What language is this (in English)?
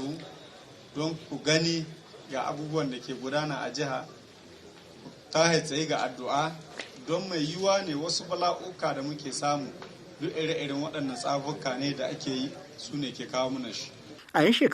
Hausa